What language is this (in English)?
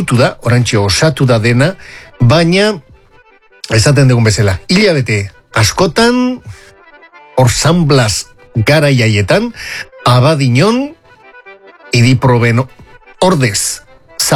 Basque